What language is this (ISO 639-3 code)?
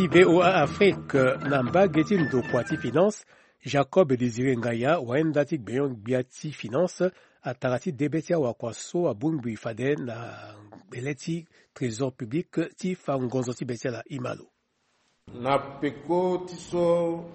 sag